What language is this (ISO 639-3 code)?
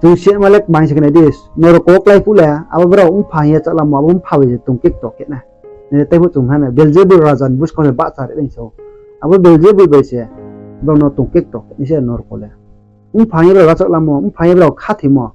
ria